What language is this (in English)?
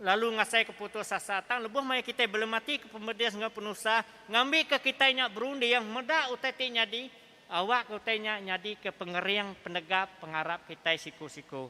Iban